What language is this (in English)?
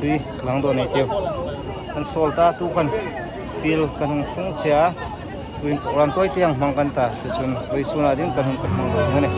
Hmar